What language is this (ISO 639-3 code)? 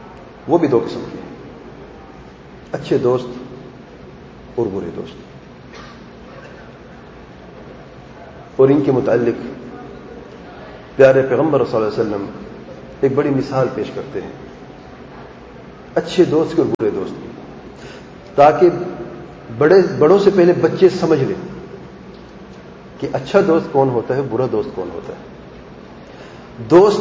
urd